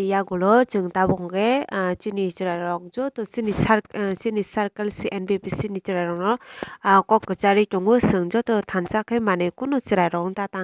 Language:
Kok Borok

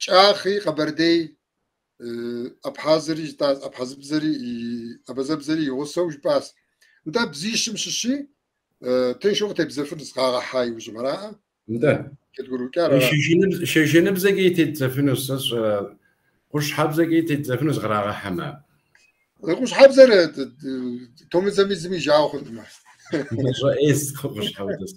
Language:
Kabardian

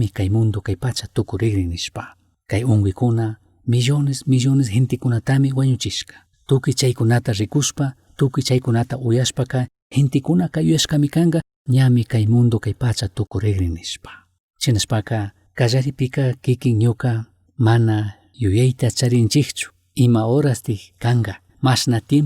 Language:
Chimborazo Highland Quichua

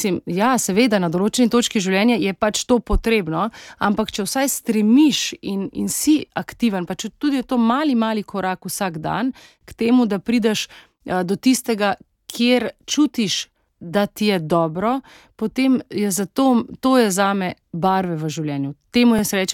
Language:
Slovenian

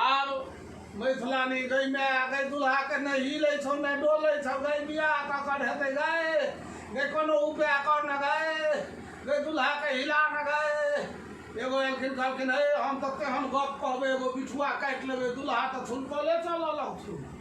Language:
Maithili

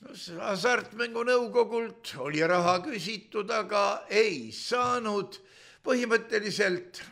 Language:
Estonian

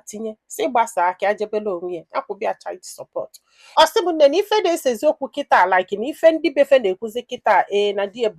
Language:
Igbo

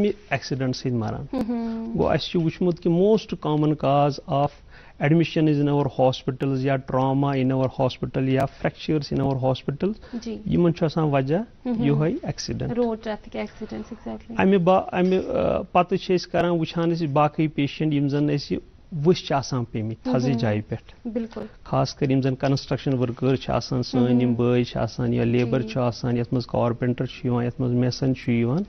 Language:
Kashmiri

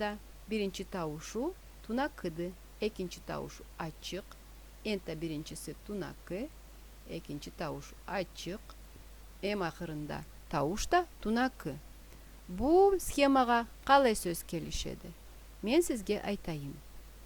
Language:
Karachay-Balkar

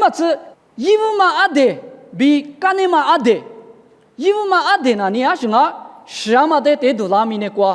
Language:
Lisu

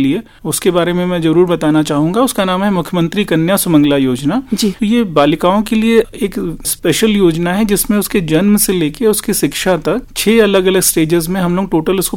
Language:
Hindi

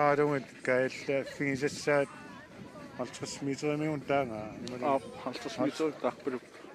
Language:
Kalaallisut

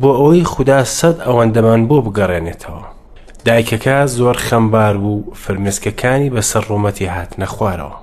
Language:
Central Kurdish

